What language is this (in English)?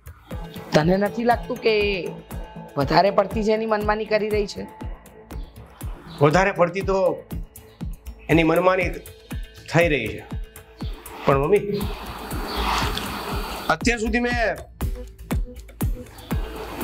Gujarati